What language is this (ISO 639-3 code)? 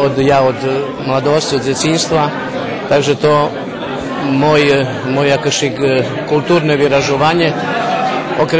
rue